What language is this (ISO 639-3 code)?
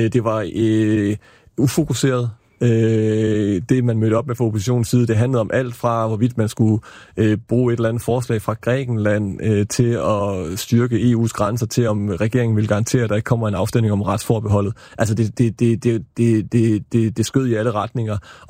dan